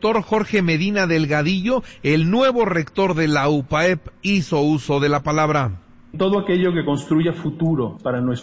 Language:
Spanish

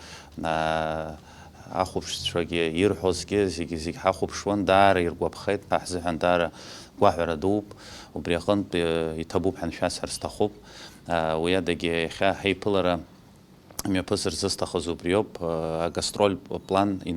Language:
Abkhazian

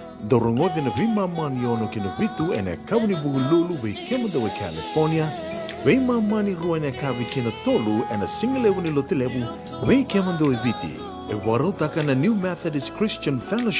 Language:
Fijian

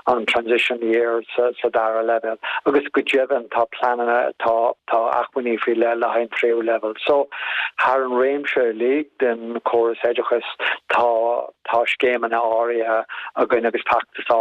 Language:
Irish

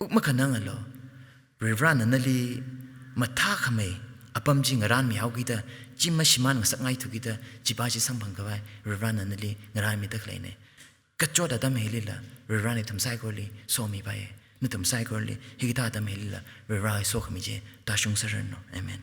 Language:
Tangkhul Naga (India)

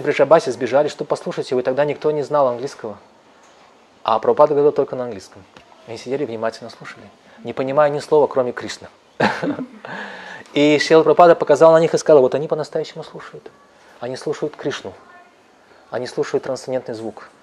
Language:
Russian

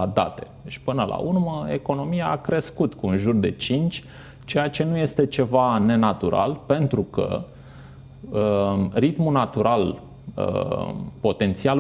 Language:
Romanian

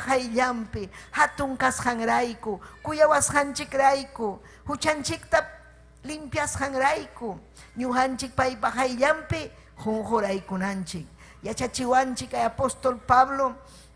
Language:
Ayacucho Quechua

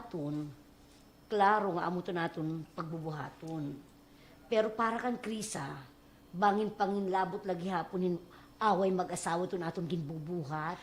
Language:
Waray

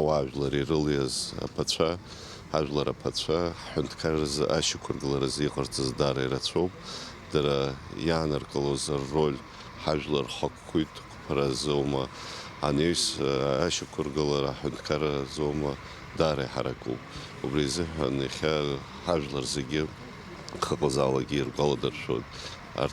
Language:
Abkhazian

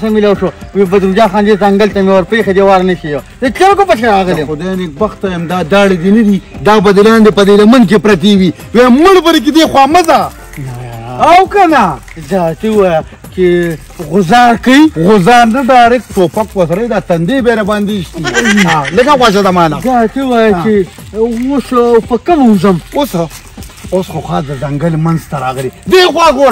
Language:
Pashto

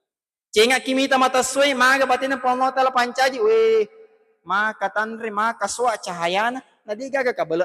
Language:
Buginese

